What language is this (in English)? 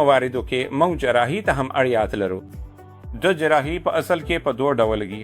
Pashto